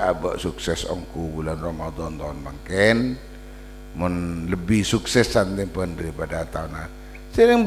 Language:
Madurese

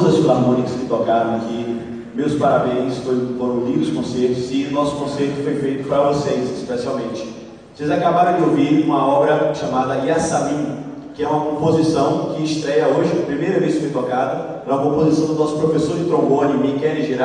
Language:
Portuguese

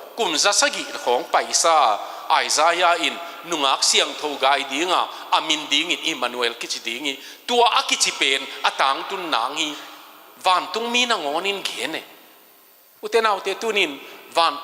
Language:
Tedim Chin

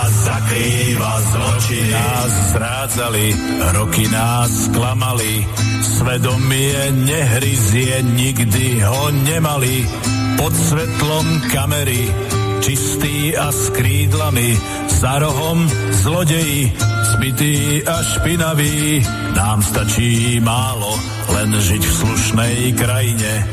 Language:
Slovak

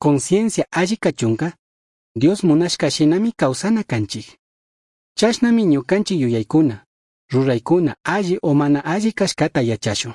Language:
Chimborazo Highland Quichua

